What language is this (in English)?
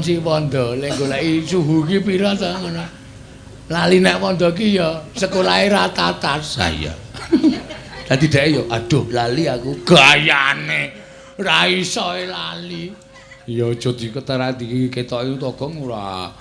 Javanese